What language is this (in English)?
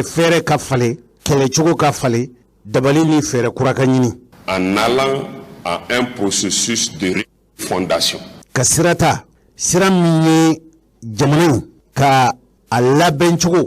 Bambara